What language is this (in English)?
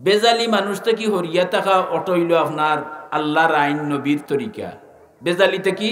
Sylheti